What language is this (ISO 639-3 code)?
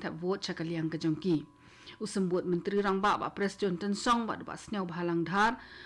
kha